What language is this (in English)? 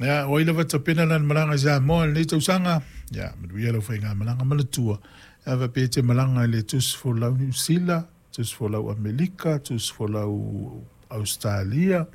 Samoan